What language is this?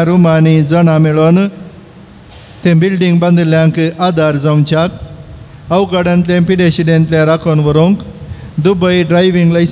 Konkani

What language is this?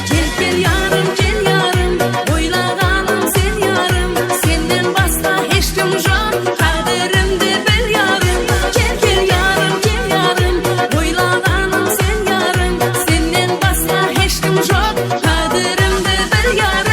Kara-Kalpak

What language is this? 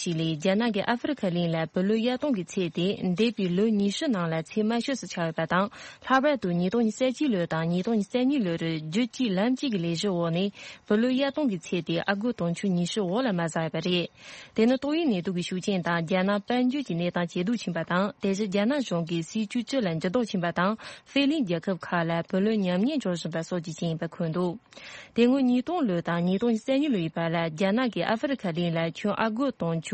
Tibetan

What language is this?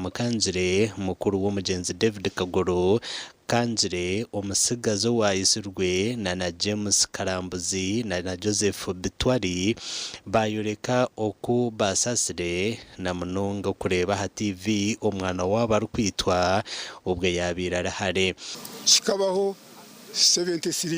Nyankole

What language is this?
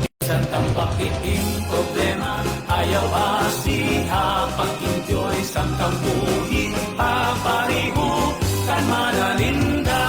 Waray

